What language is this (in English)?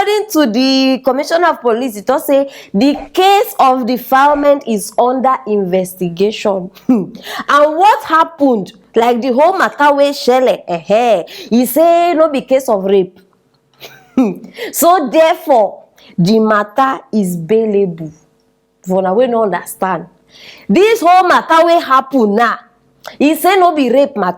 Nigerian Pidgin